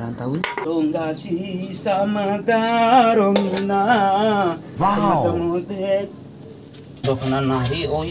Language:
Bima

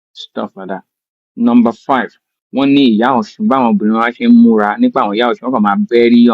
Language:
Yoruba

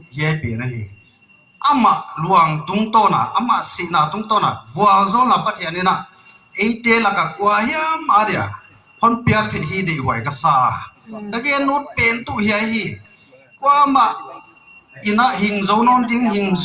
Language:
Paite Chin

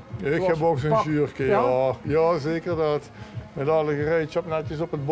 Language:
Limburgish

